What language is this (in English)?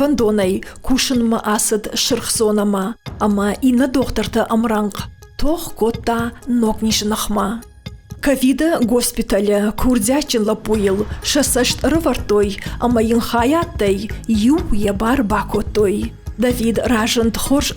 Ossetic